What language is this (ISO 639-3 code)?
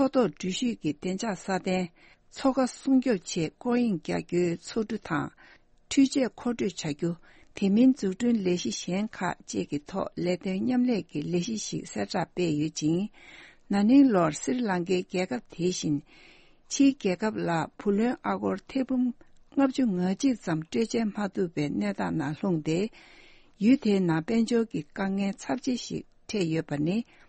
bod